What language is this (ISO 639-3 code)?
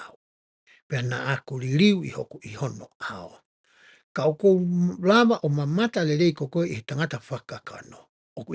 ton